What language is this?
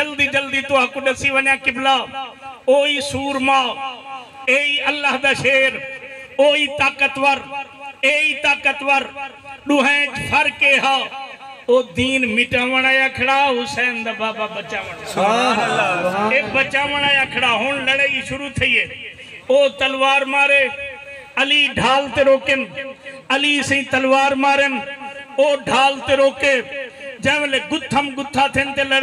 Saraiki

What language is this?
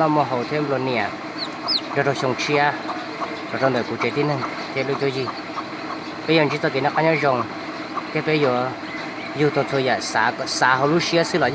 Hmong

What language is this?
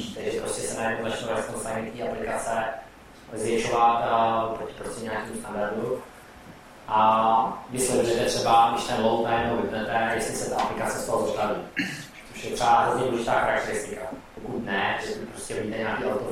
Czech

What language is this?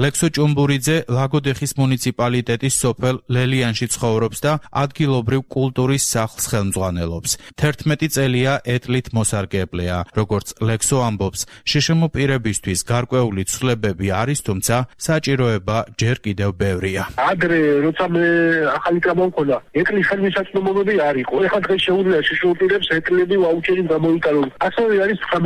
Georgian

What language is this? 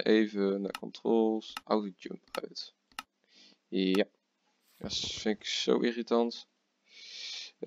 Dutch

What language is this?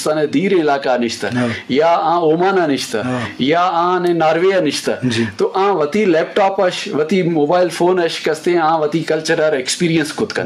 Eastern Balochi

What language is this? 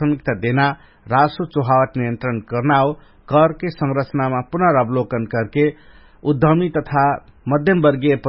Dangaura Tharu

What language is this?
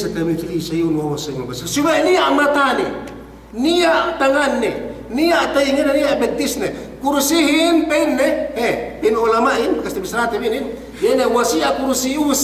Yakan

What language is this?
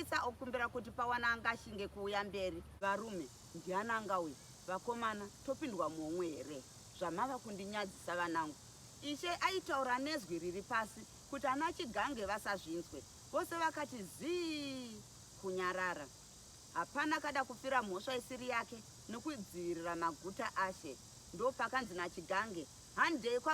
Shona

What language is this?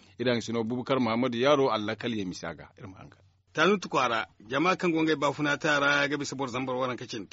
Zarma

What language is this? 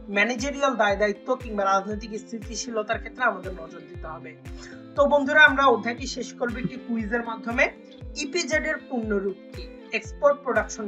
Bangla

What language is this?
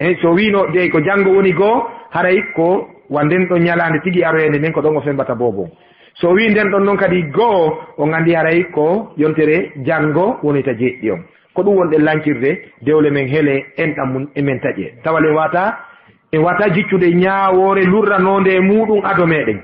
Fula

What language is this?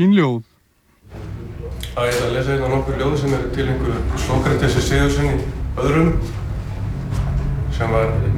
Icelandic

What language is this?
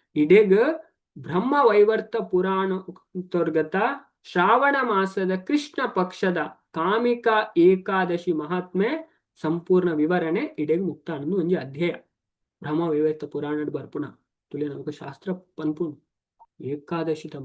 Tulu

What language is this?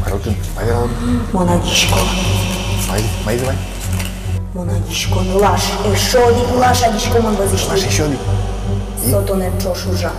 Udmurt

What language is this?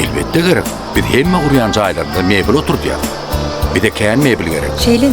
Turkmen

